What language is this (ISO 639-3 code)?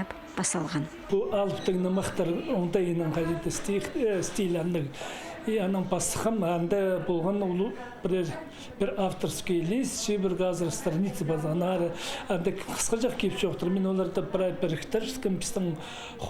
kjh